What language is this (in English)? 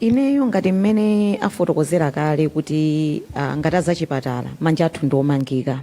Nyanja